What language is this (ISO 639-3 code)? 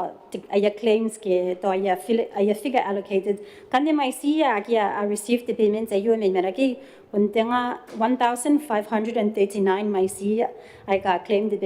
gil